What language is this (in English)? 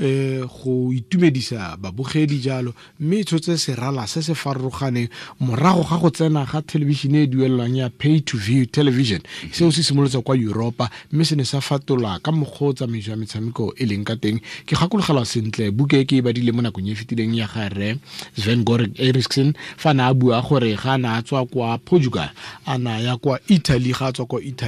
Tswana